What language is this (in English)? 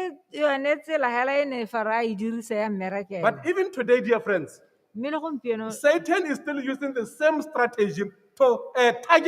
Tswana